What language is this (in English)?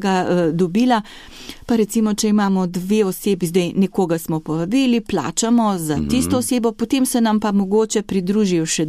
Slovenian